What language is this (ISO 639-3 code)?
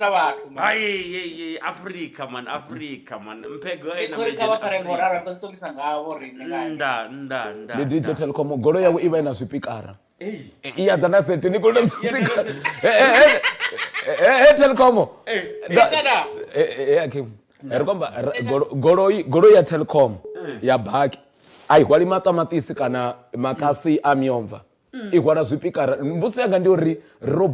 ven